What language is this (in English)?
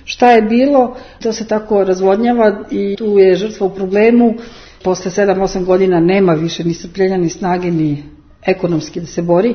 Serbian